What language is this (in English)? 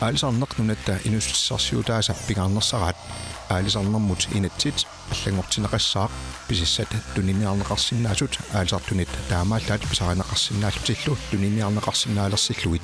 Kalaallisut